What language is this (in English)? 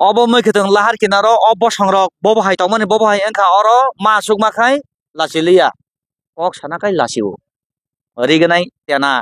Kok Borok